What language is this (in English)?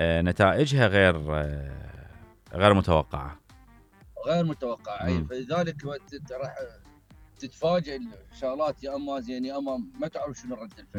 Mesopotamian Arabic